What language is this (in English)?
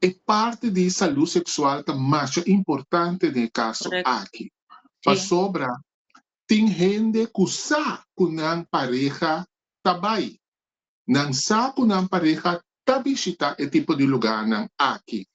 Papiamento